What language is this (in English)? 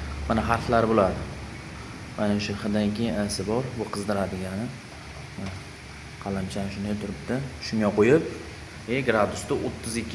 Uzbek